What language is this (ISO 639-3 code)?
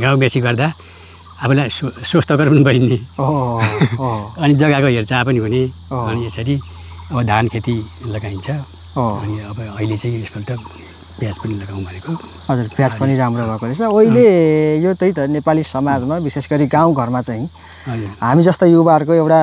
nep